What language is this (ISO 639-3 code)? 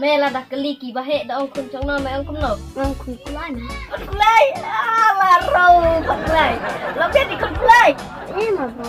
kha